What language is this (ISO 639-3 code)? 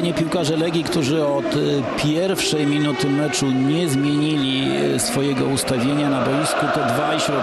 pol